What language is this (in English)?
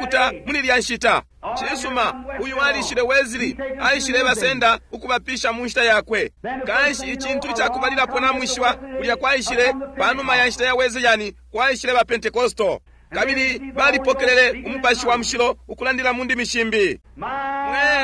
Bemba